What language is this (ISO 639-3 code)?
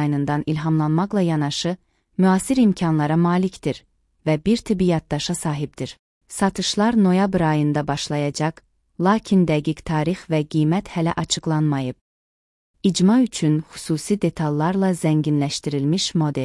aze